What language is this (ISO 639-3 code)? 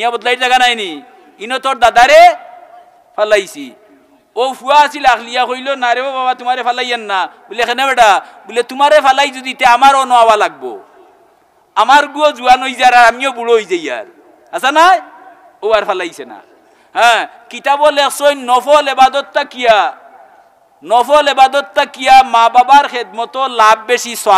syl